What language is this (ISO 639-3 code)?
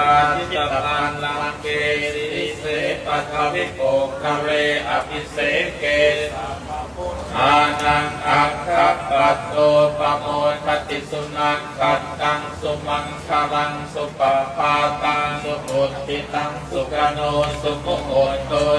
pli